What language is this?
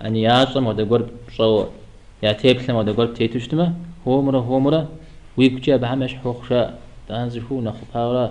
Kabardian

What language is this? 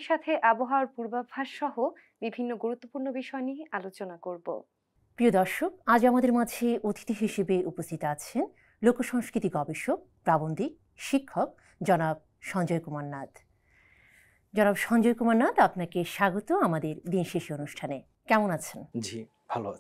Bangla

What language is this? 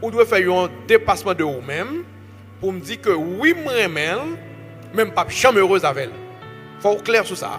Haitian Creole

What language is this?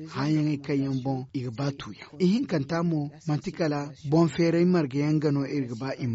Zarma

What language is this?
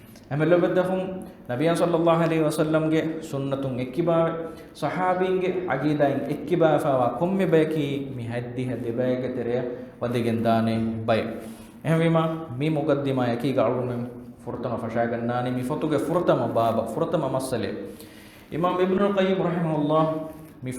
Divehi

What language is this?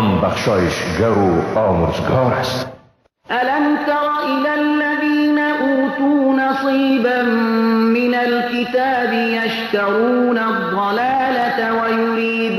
Persian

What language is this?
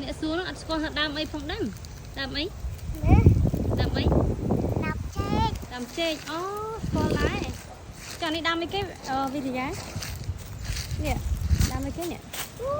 Khmer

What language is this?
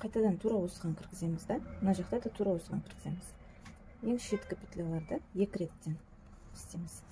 Kazakh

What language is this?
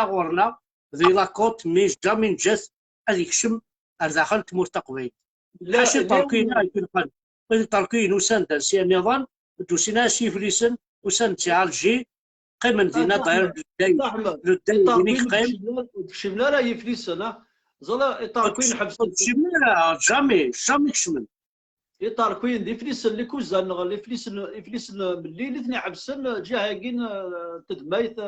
Kabyle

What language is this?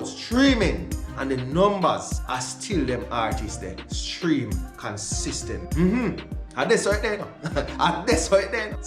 Jamaican Creole English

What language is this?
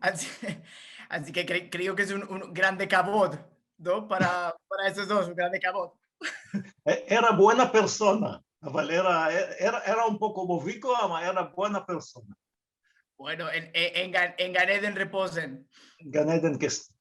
Ladino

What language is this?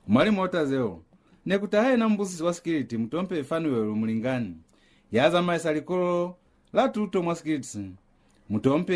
Lozi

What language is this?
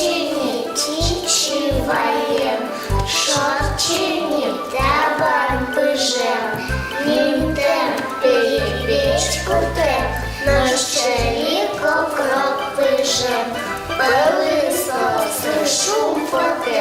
Udmurt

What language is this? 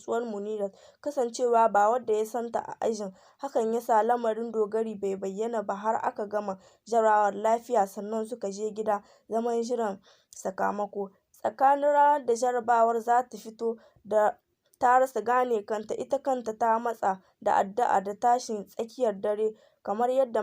Hausa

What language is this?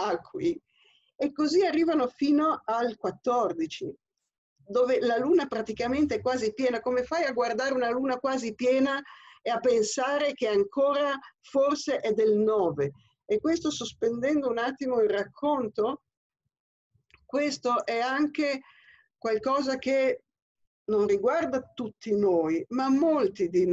Italian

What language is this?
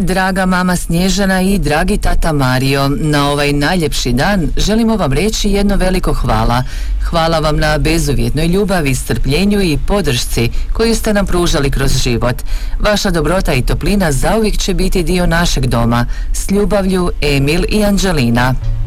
Croatian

